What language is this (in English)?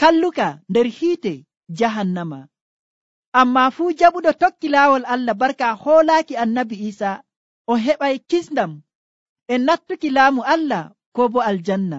Nigerian Fulfulde